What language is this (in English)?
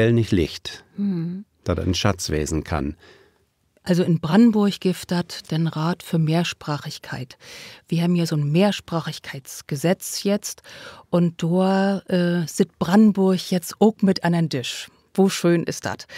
Low German